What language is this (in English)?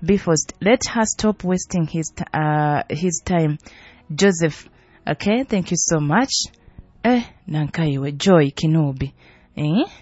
Nyoro